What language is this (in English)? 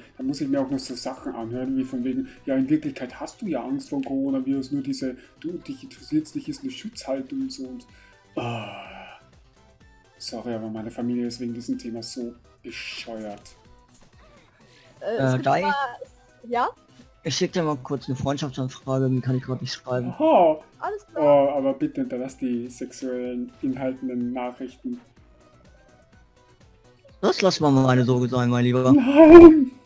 German